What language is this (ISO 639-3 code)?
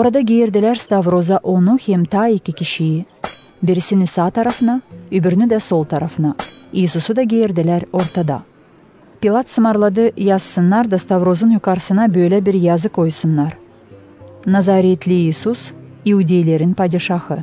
gag